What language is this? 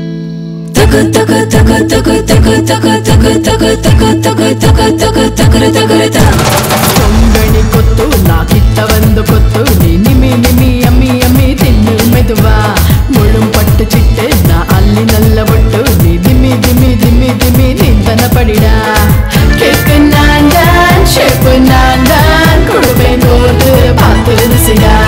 Tamil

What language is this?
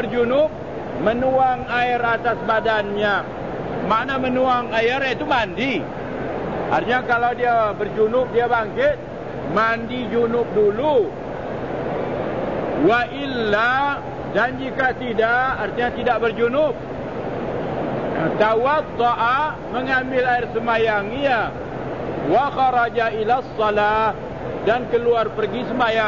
Malay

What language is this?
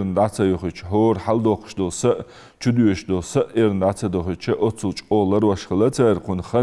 Ingush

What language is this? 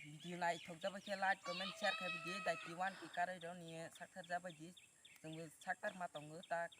Kok Borok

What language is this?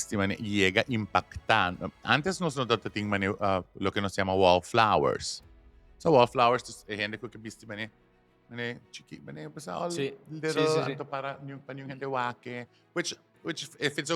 Papiamento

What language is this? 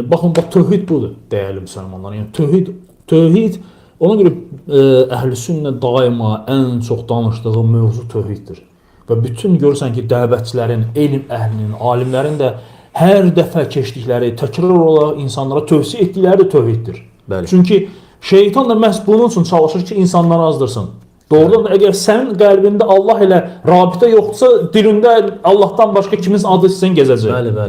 Azerbaijani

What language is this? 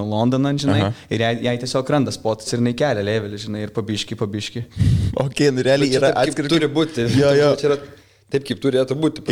Lithuanian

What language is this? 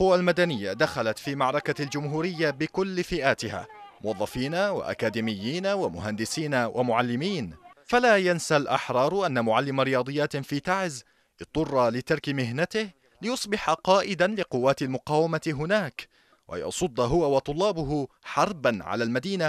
Arabic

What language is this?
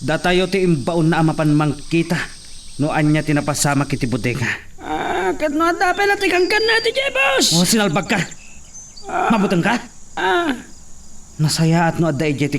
Iloko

